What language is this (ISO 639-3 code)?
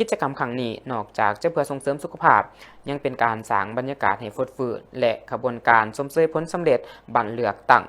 lao